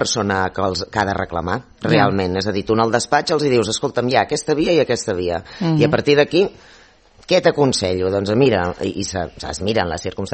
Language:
Catalan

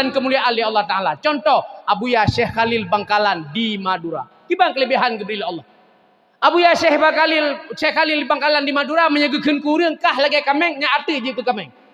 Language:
Achinese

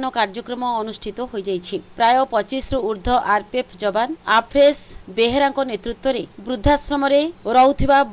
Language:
Odia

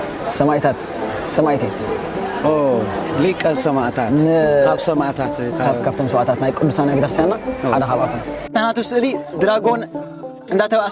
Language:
Tigrinya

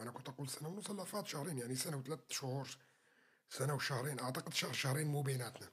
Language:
North Levantine Arabic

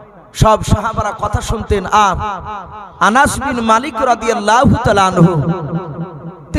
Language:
Bangla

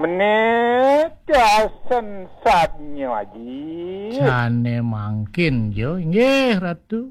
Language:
Balinese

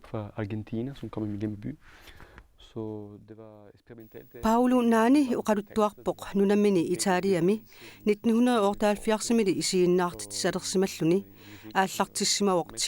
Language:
Kalaallisut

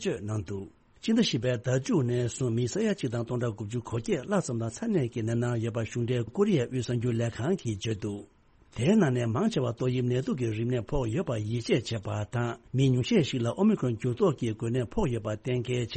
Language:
Tibetan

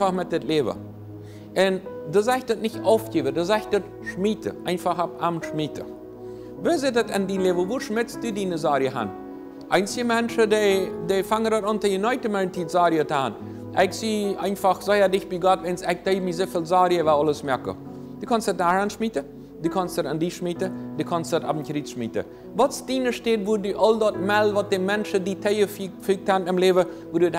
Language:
Plautdietsch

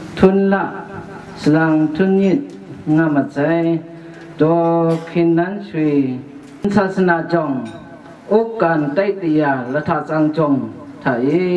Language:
Kachin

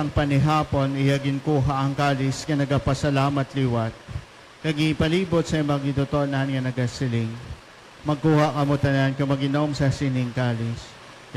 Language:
Hiligaynon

